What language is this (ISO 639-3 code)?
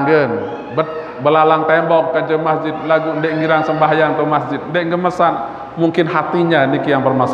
sas